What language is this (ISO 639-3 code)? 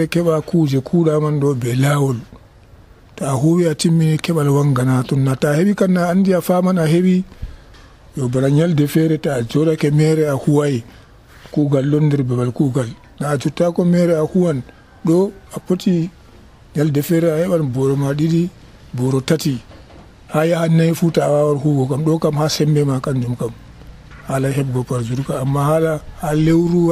fuv